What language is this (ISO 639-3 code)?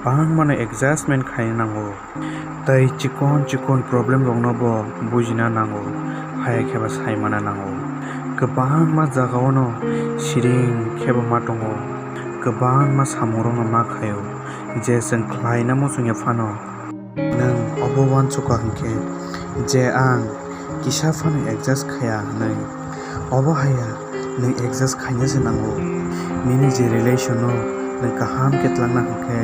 trp